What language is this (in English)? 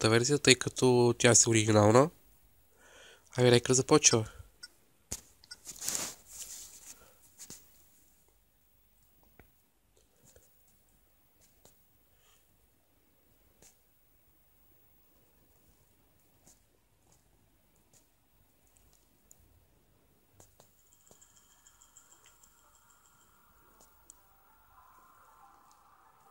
Bulgarian